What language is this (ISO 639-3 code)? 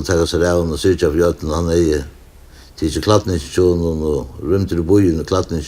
fao